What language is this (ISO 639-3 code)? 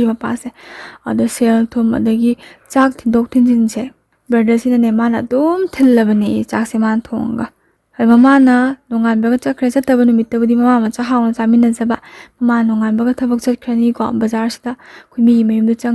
mni